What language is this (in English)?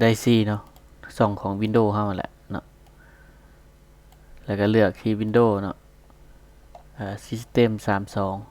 Lao